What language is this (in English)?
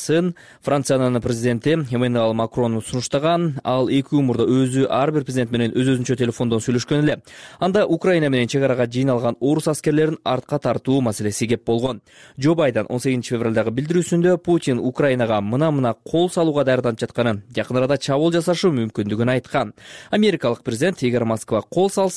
Kyrgyz